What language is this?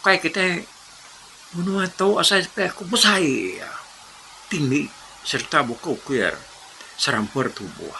Iban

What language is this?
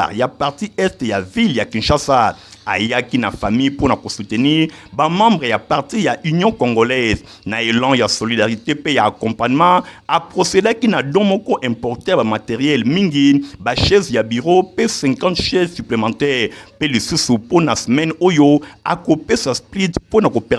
Lingala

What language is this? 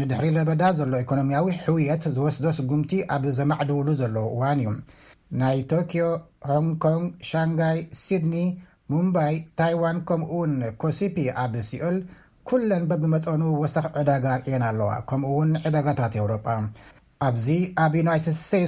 Tigrinya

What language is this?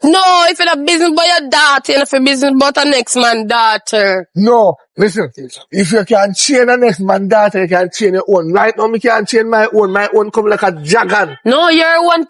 Jamaican Creole English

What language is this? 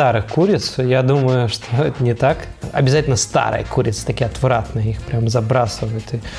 Russian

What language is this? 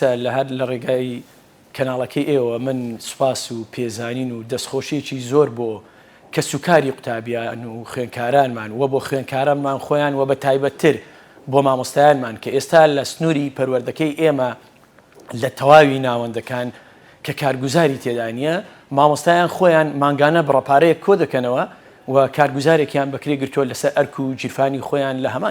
Central Kurdish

